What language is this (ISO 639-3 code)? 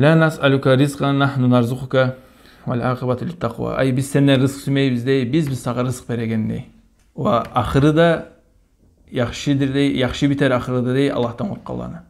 kum